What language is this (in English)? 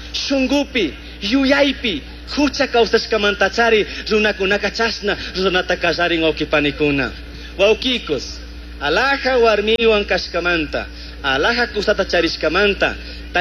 Chimborazo Highland Quichua